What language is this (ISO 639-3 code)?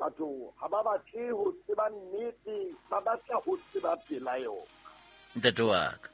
sot